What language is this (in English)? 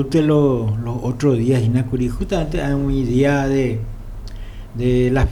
Guarani